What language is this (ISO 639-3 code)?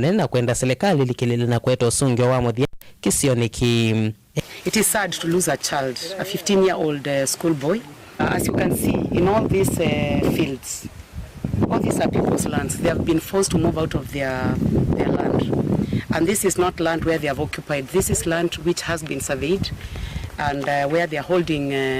kam